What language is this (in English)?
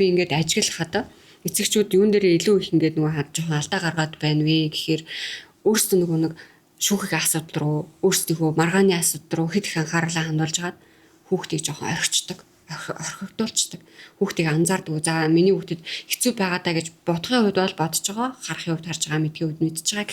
Mongolian